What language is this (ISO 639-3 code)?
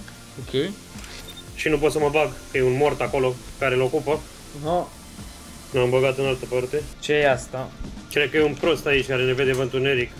ron